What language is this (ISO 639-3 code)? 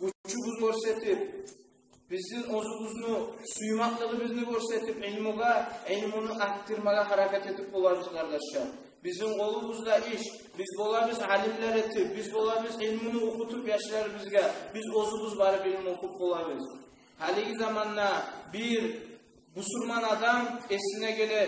kum